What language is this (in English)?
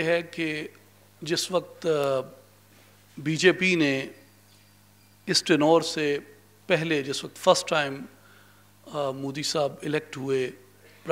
Urdu